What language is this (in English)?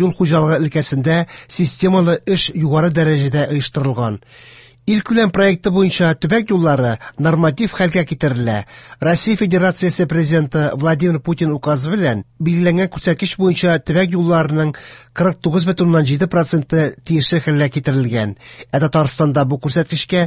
Tatar